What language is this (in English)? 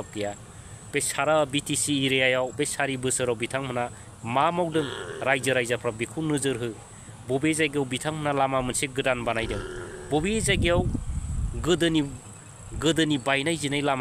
Bodo